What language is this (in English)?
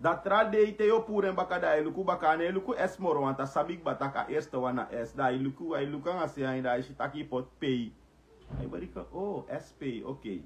Sranan Tongo